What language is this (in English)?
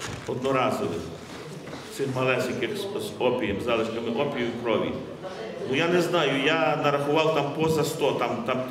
Ukrainian